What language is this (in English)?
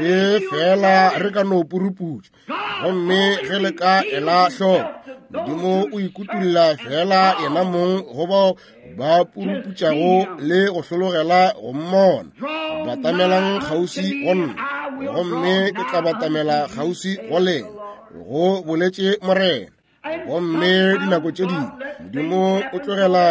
Northern Sotho